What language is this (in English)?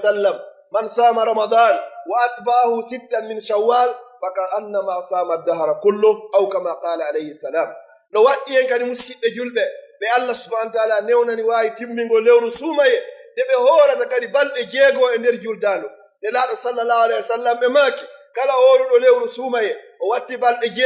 Pular